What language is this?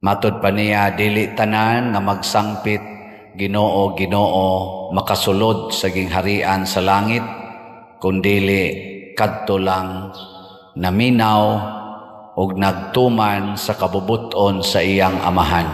Cebuano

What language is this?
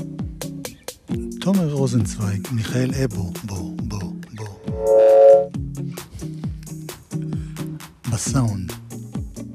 Hebrew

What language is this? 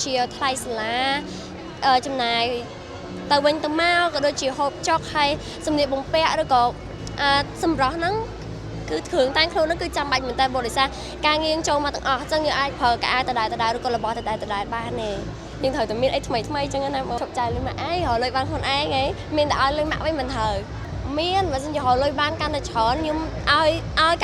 Khmer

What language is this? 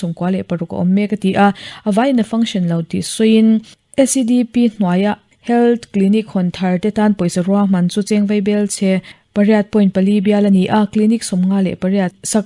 Mizo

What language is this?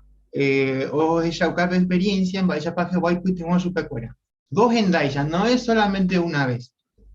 Guarani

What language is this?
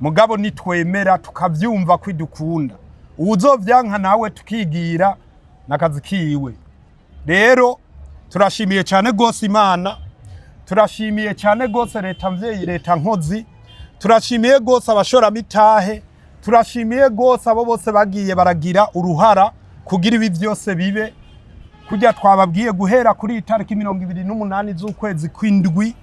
Rundi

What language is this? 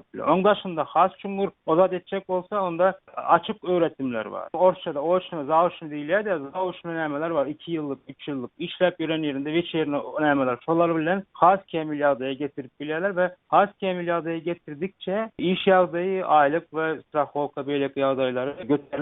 Turkmen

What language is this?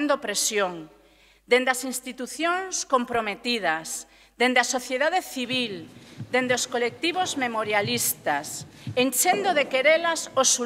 Galician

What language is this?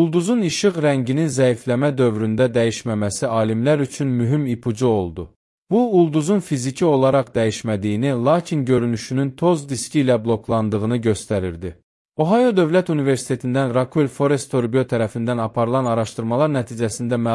Azerbaijani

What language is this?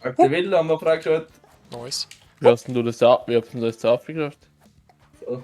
Bavarian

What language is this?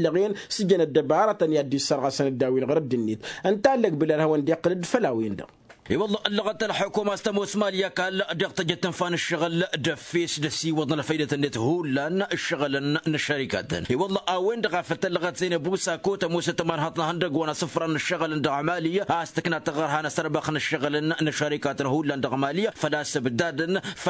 Tamasheq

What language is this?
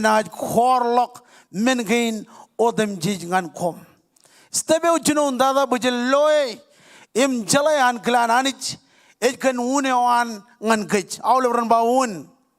Marshallese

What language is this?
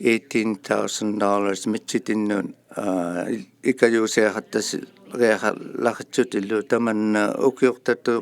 Inuktitut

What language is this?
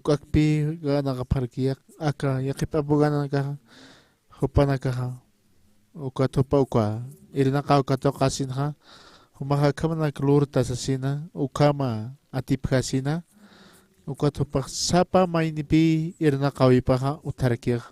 Aymara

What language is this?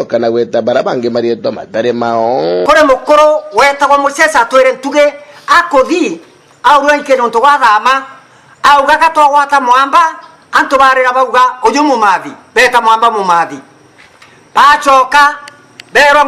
Meru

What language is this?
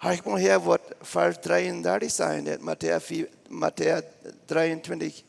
Plautdietsch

